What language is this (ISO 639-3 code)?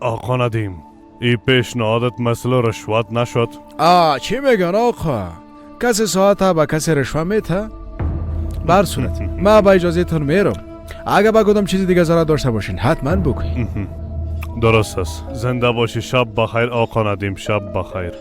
fas